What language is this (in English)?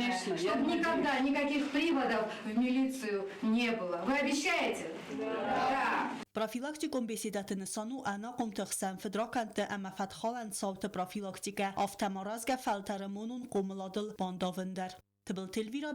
Ossetic